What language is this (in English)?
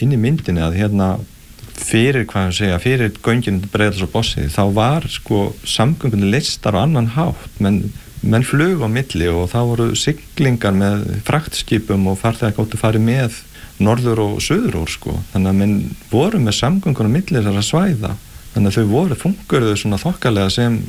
Icelandic